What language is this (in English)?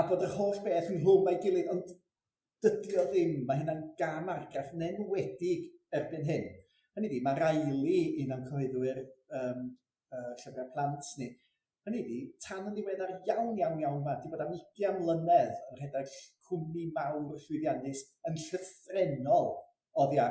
Welsh